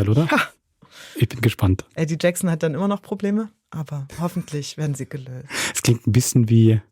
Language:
Swiss German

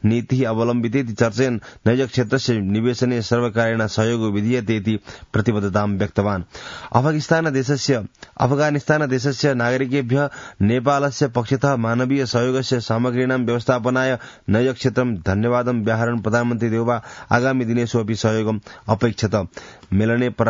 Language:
Sanskrit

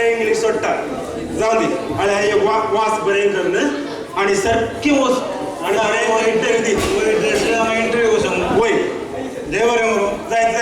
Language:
Konkani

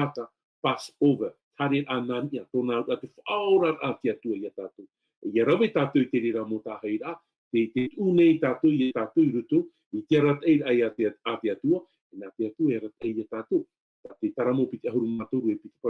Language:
Tahitian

